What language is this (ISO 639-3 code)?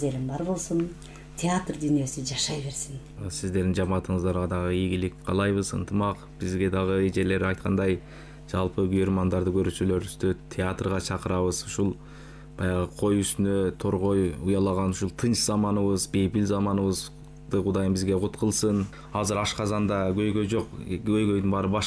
kir